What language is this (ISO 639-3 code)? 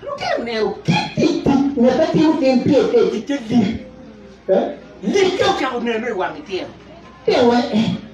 ach